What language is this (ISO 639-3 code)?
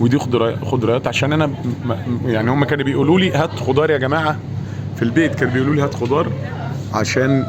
arz